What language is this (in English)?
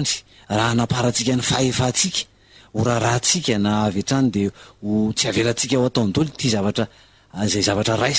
Malagasy